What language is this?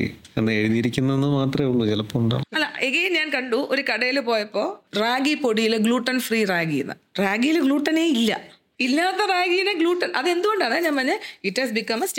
Malayalam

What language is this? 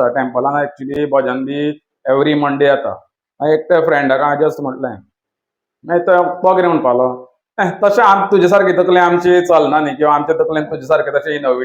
Konkani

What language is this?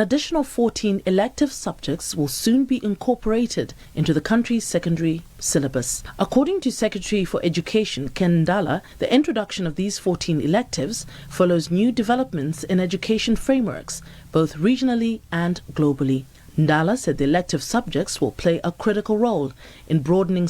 English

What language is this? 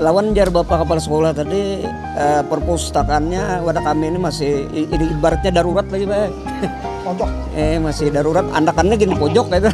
Banjar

